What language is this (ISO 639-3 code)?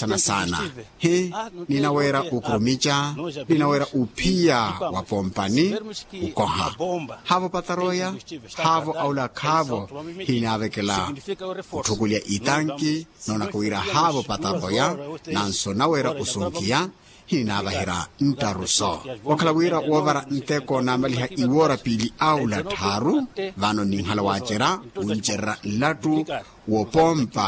vmw